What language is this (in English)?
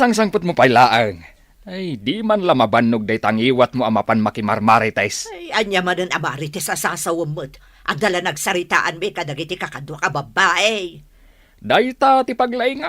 Iloko